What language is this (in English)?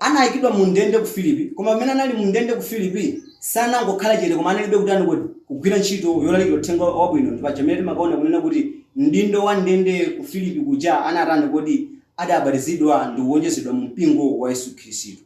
Nyanja